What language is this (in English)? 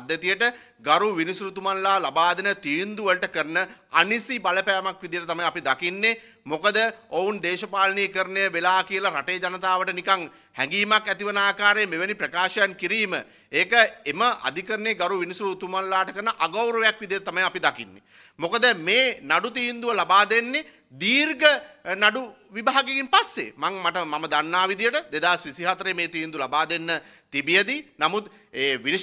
Sinhala